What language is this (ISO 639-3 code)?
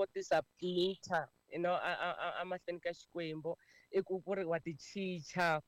tso